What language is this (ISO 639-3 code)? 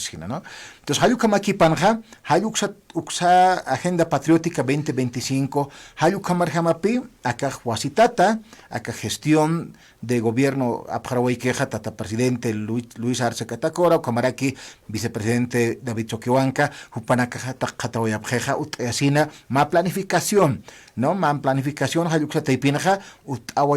aym